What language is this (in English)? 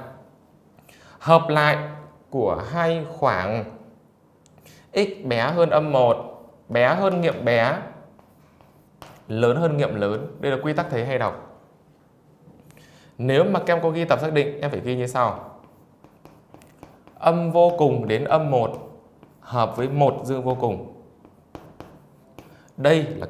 Vietnamese